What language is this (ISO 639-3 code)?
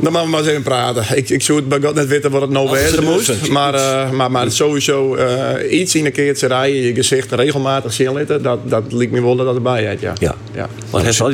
fry